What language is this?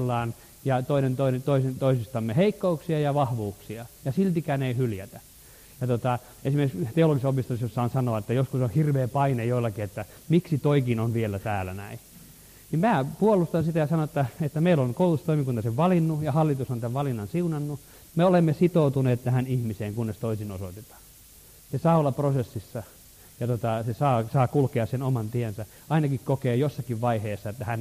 Finnish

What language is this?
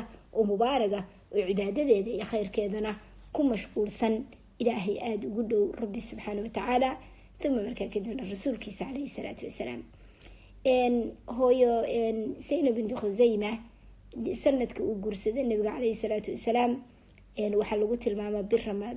Somali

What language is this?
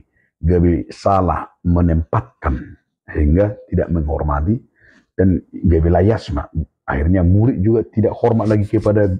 Batak Toba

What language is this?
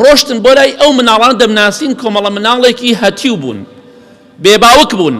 Central Kurdish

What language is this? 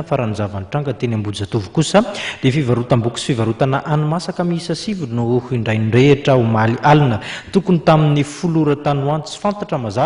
Malagasy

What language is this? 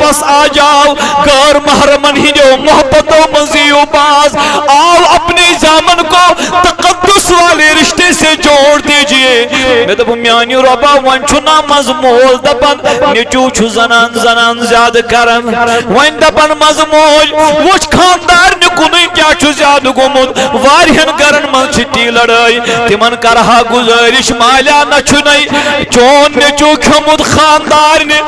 Kashmiri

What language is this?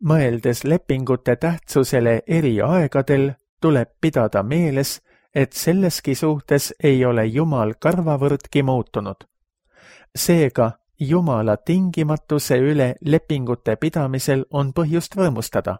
Estonian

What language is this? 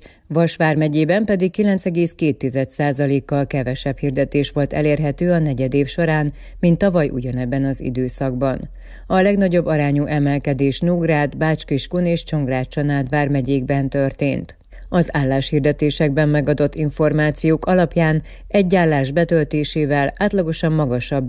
Hungarian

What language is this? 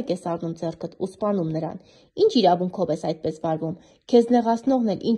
Armenian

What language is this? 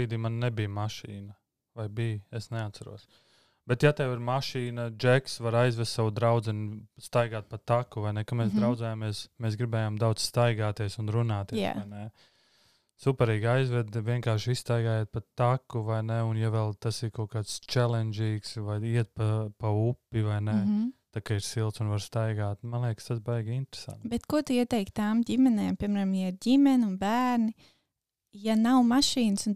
Latvian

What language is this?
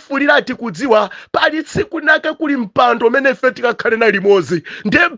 Nyanja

